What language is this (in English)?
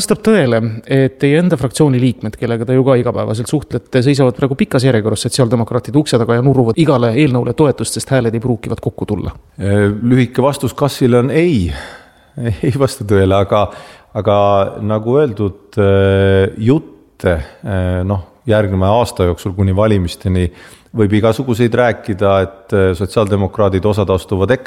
Estonian